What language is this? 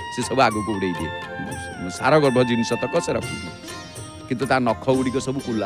Odia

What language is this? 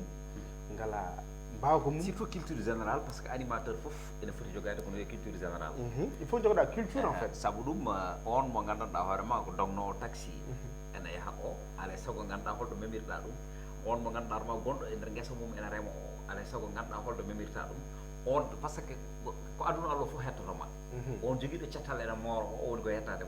Fula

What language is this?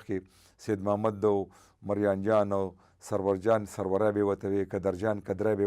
Pashto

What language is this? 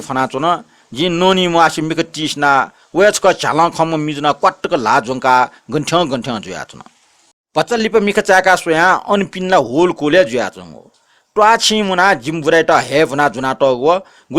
Newari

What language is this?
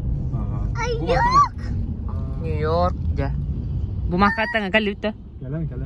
Yakut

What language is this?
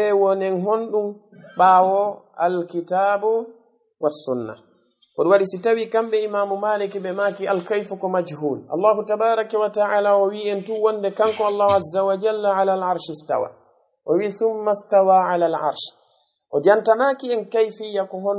Fula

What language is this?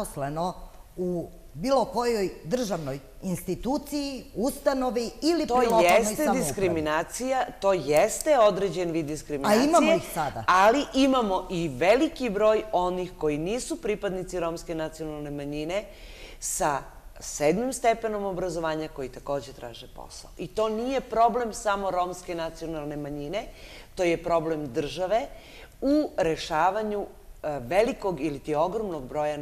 Serbian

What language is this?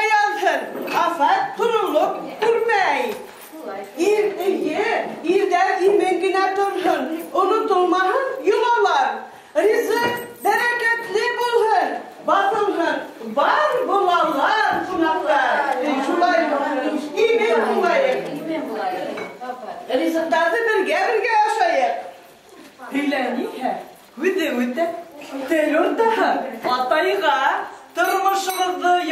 Bashkir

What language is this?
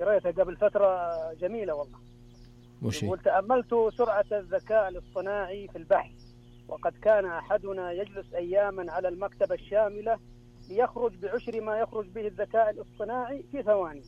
Najdi Arabic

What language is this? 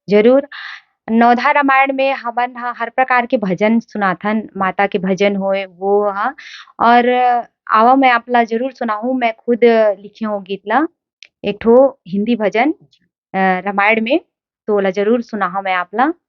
Chhattisgarhi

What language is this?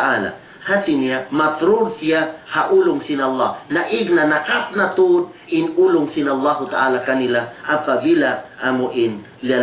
Tausug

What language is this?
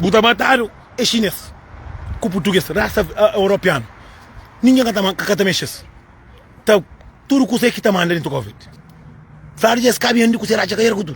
Kabuverdianu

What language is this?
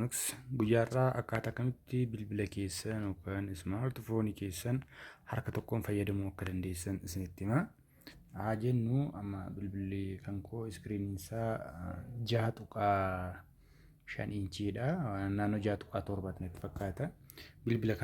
Oromo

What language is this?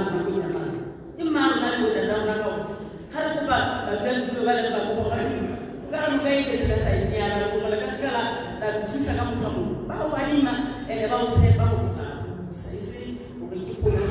Tswana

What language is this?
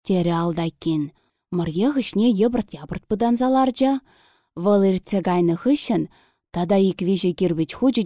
Chuvash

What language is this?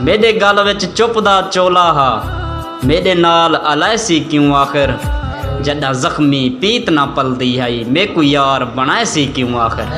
Saraiki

